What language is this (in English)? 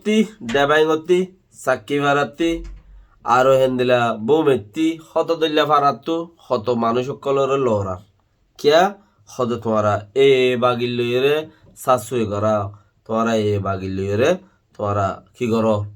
Rohingya